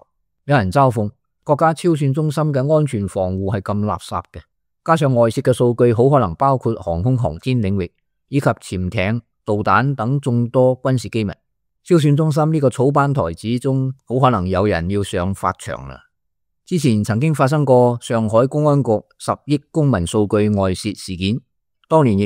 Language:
Cantonese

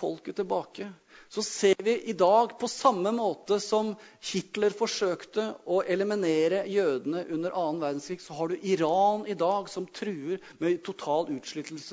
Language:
Norwegian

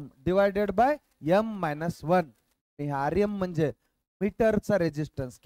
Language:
Marathi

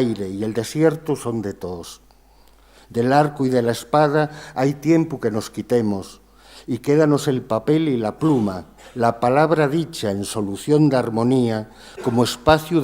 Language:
Asturian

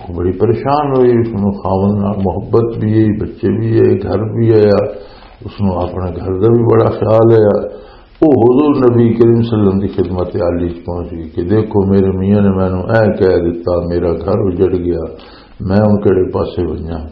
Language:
Western Panjabi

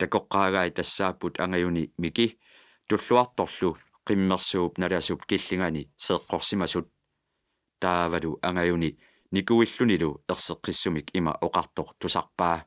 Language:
Kalaallisut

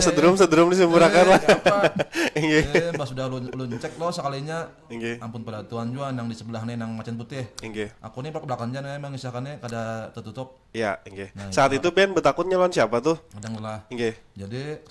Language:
Banjar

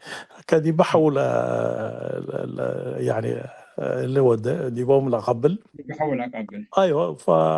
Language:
Tigre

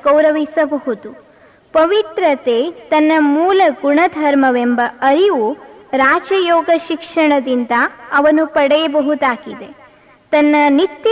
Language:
Kannada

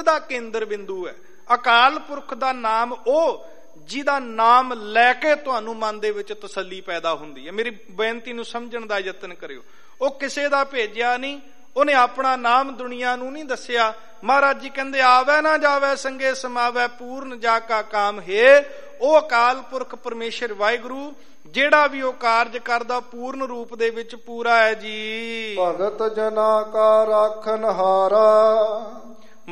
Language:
Punjabi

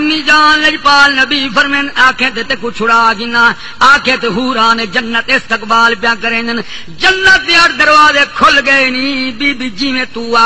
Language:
Saraiki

